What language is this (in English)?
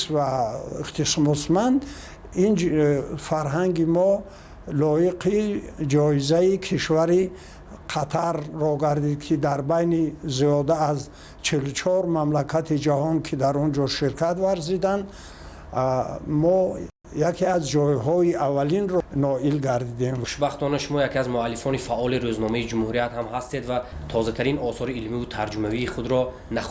Tajik